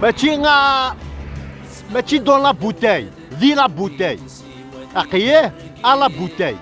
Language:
Kabyle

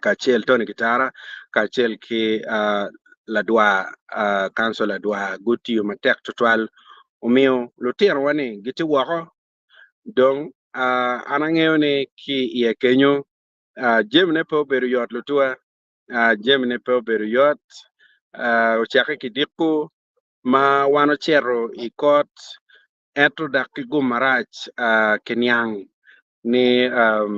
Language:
Acoli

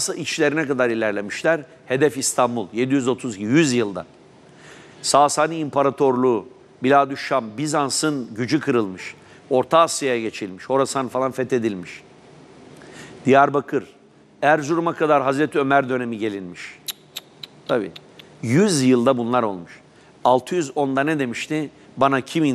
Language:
Turkish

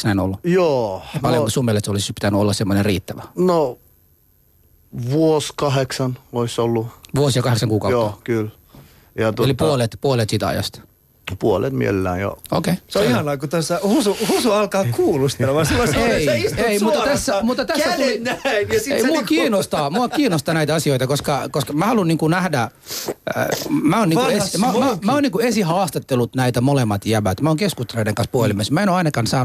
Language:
Finnish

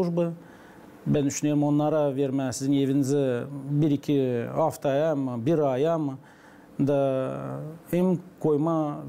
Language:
Gagauz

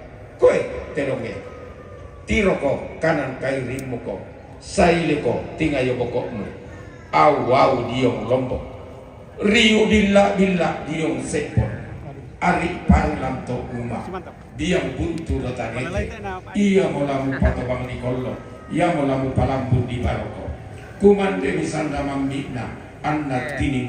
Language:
Toraja-Sa'dan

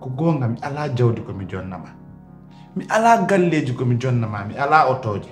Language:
Pular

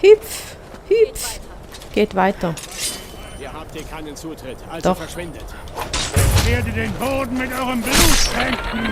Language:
Swiss German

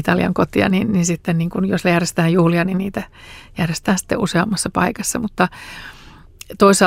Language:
Finnish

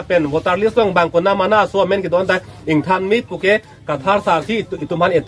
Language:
Karbi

